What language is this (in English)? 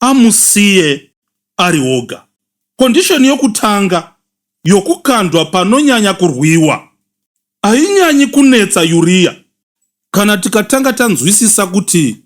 Shona